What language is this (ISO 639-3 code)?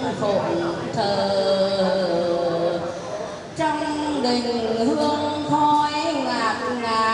vie